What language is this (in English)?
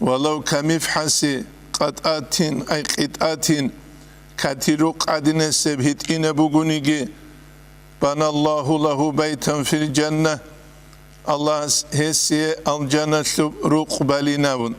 Avaric